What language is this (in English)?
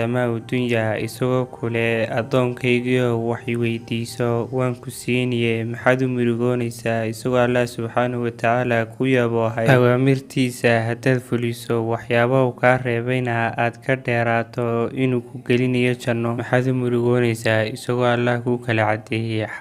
Somali